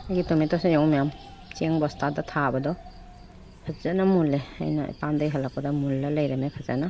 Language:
Manipuri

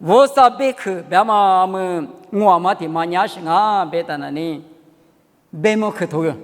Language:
Lisu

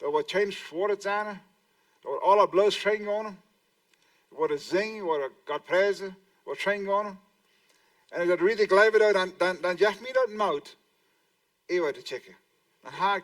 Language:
Plautdietsch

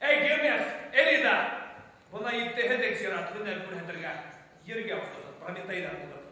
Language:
Bashkir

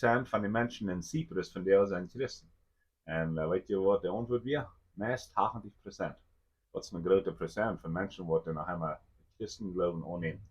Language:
Plautdietsch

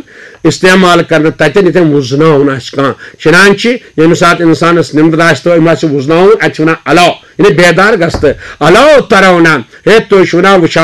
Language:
Kashmiri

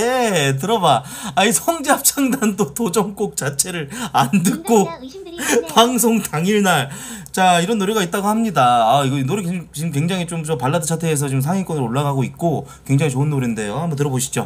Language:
Korean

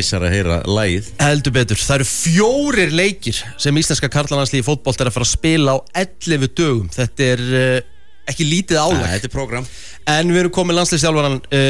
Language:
Icelandic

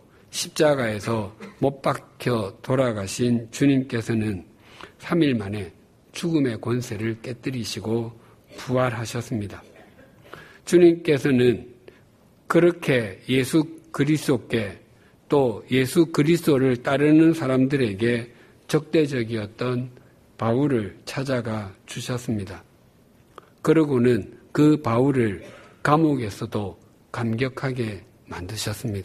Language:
Korean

